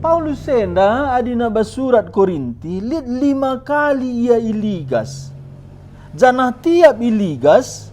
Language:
Batak Karo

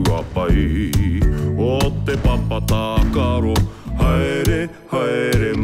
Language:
Māori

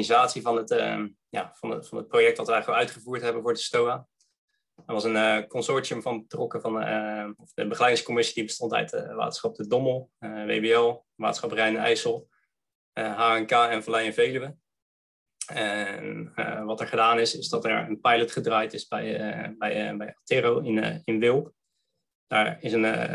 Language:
Dutch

